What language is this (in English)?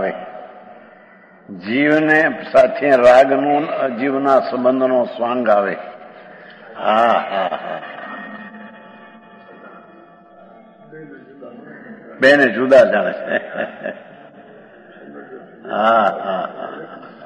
Gujarati